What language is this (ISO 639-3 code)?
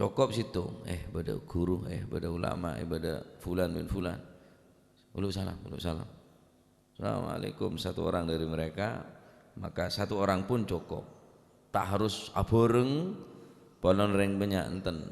mad